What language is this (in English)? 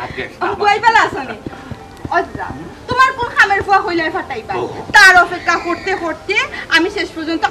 Sylheti